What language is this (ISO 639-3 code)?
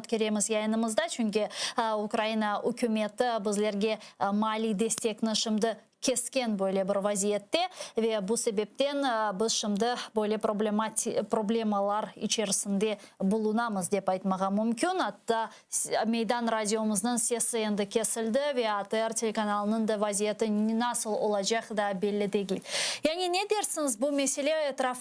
crh